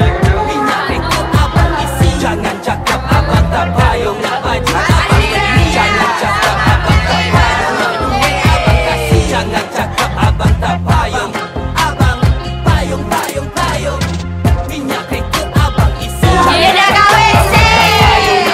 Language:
Malay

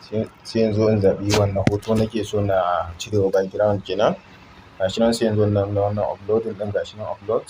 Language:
Hausa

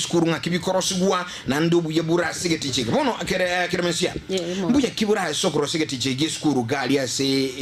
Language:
Gusii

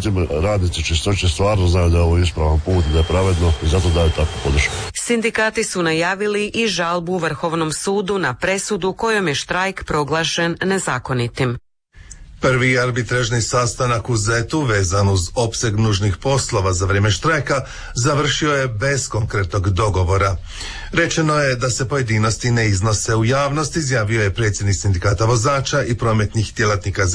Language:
Croatian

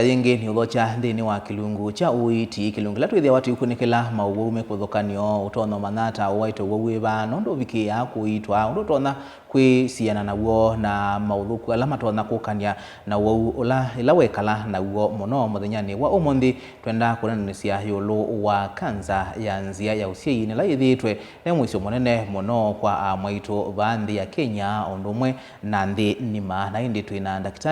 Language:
Kamba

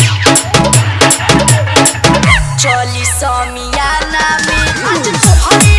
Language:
Bhojpuri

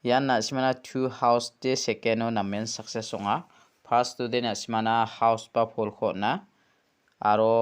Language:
Garo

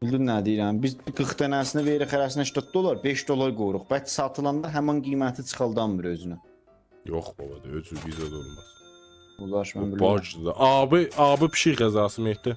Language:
South Azerbaijani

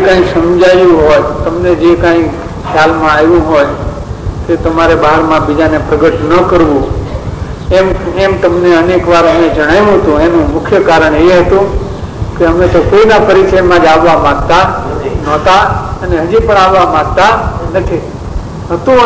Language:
Gujarati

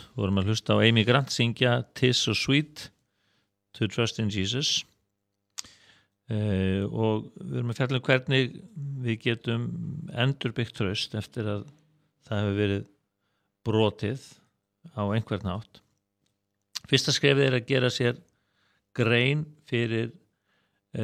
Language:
Icelandic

